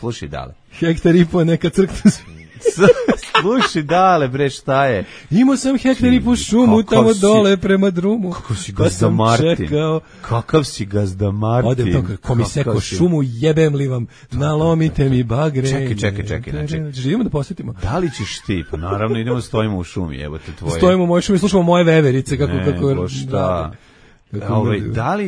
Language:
Serbian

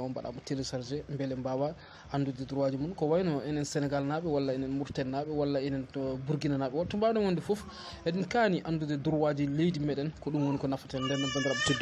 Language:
Fula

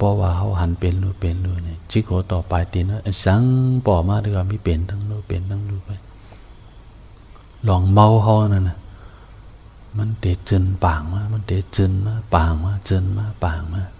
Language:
Shan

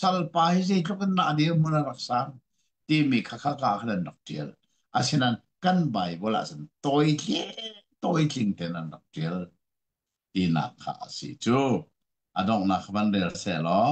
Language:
Hakha Chin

